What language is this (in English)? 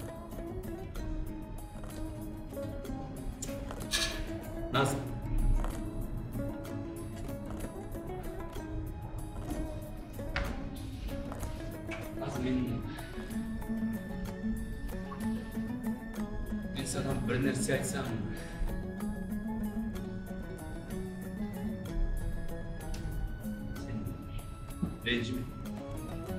Kazakh